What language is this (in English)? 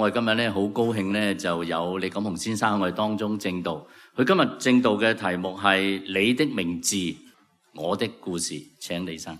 Cantonese